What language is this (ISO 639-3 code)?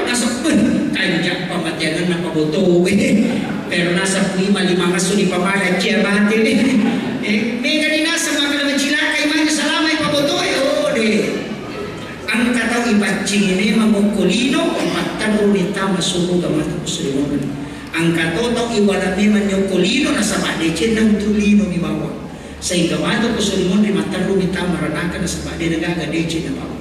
bug